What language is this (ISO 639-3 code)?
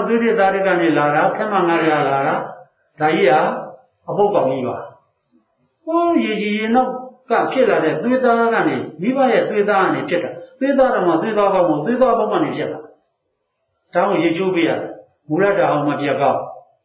mya